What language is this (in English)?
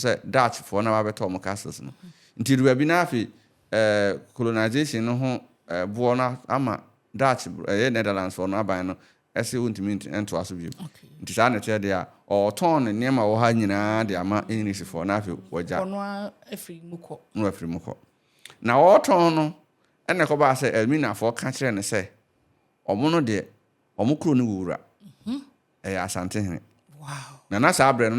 Akan